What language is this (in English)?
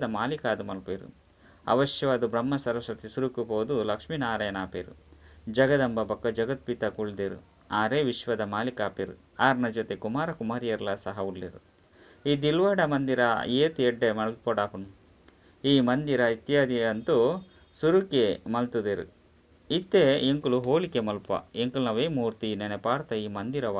Tulu